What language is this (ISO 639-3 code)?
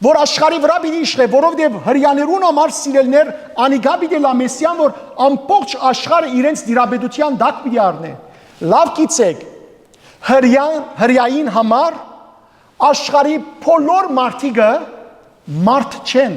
hyw